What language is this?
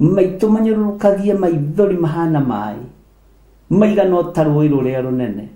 Kikuyu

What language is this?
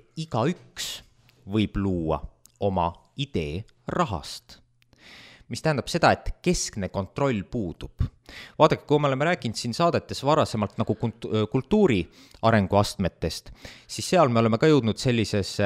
Estonian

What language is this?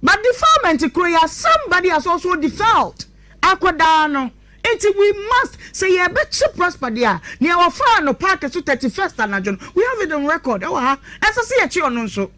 Akan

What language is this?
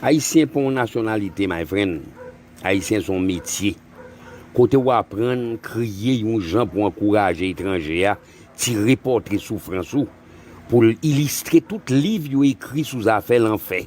Haitian Creole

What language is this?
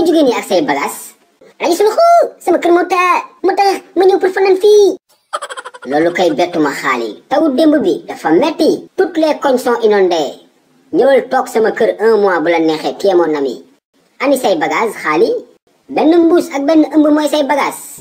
Wolof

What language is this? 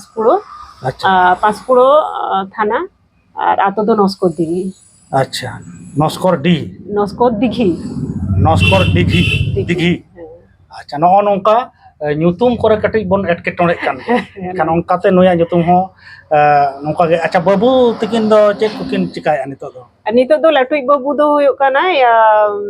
Santali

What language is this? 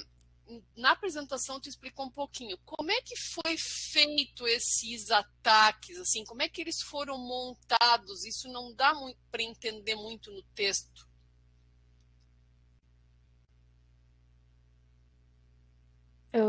Portuguese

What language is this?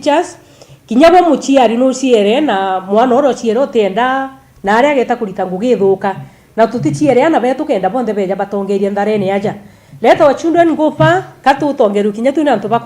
Meru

